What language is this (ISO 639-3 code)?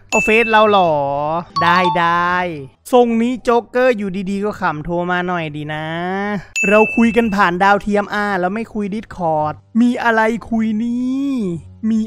tha